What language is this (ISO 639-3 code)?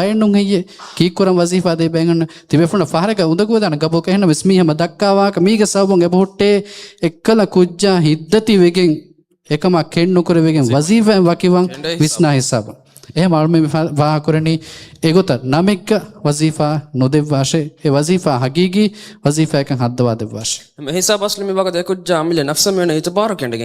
div